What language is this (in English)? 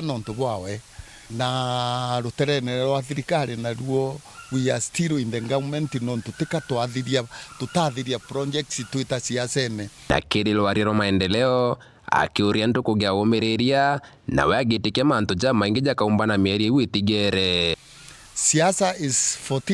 Meru